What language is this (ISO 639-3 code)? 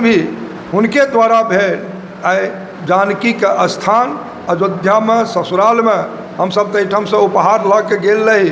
mai